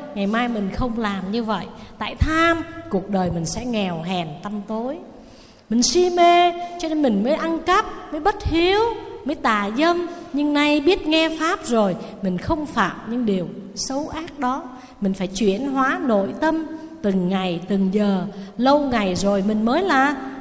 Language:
Vietnamese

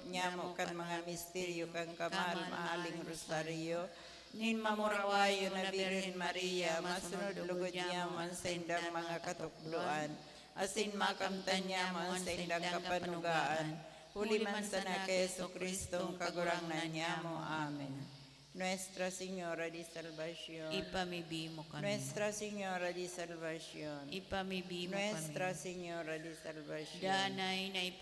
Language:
Bikol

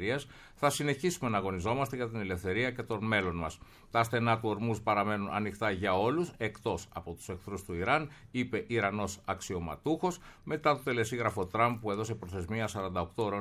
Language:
Greek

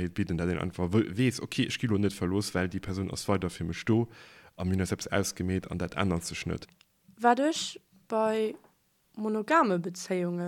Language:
Luxembourgish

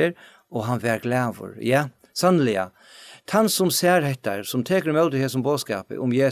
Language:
Faroese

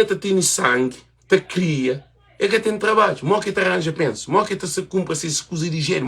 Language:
Kabuverdianu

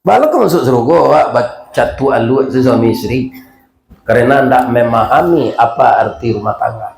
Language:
Minangkabau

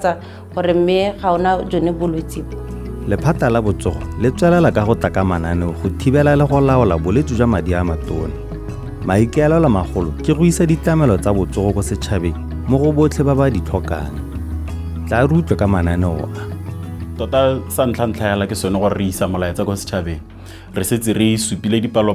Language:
Tswana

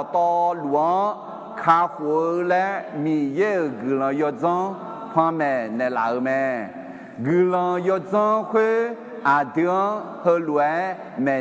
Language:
Akha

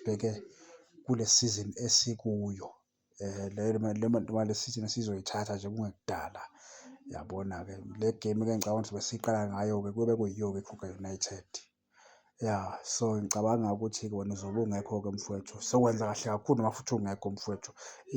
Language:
Zulu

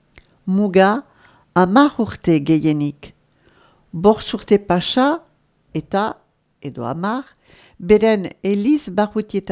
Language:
Basque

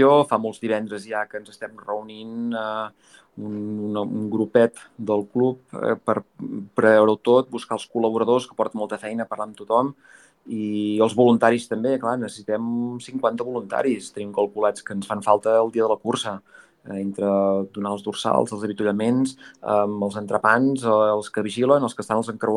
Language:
Catalan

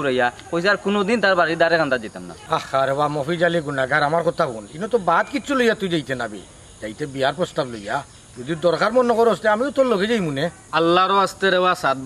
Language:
Sylheti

